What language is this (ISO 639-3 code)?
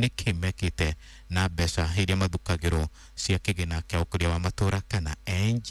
kik